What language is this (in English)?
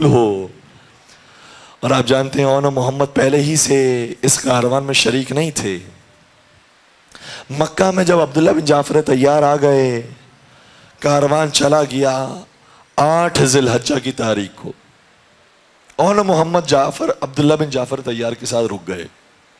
Urdu